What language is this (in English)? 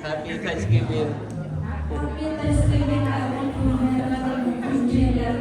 Central Mnong